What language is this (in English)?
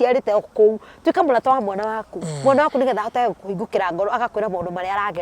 Kikuyu